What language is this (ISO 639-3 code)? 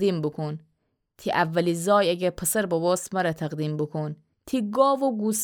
glk